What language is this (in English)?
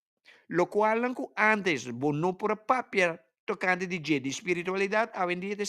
Papiamento